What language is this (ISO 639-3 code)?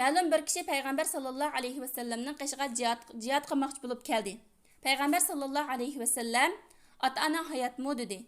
uig